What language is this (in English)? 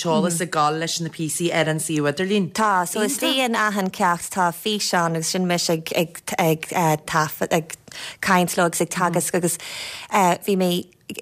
Irish